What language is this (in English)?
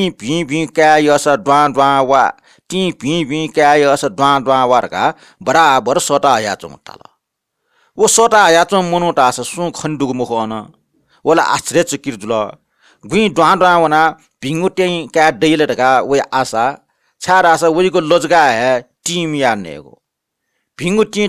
Newari